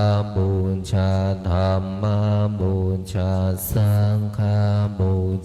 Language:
Pali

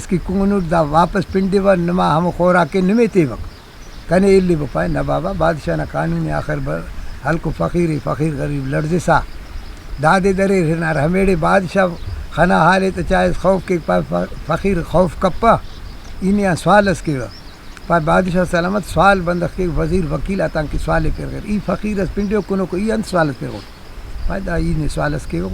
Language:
Brahui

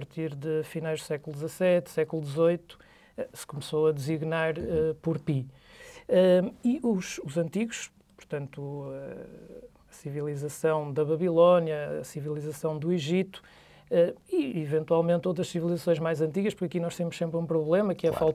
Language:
Portuguese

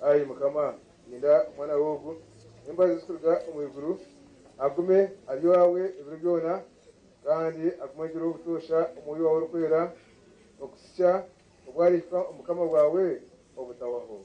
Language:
Nyankole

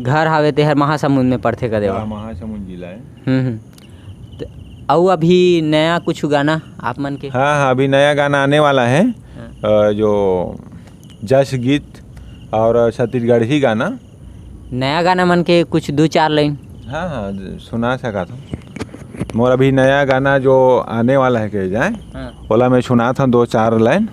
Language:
Chhattisgarhi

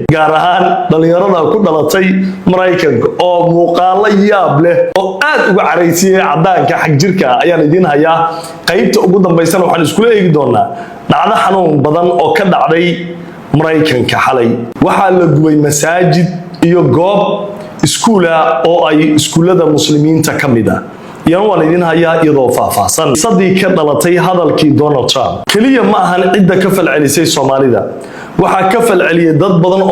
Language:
Somali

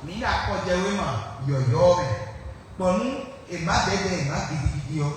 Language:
Fon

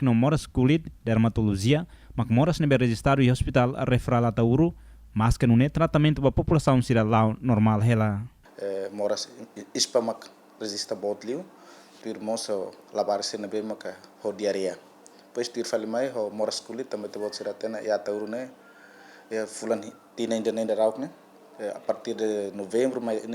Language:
Tetum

